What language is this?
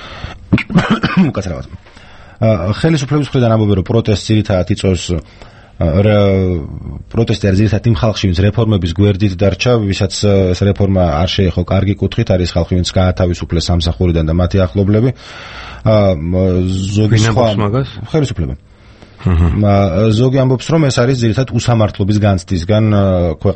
Georgian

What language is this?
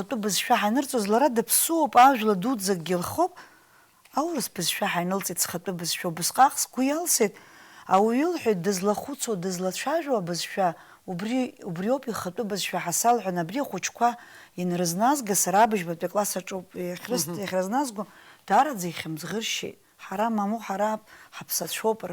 Abkhazian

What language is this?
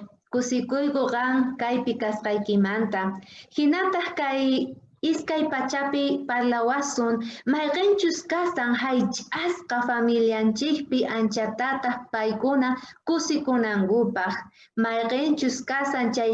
South Bolivian Quechua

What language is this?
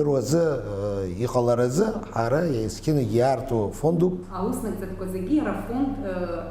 Abkhazian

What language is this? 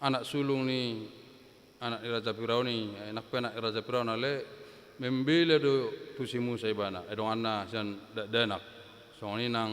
Batak Toba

